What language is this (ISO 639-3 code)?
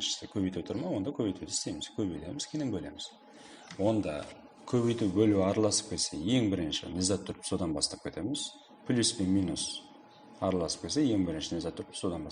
kaa